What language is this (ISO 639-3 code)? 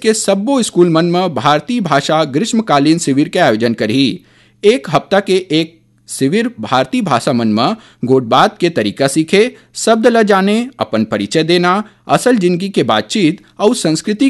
hne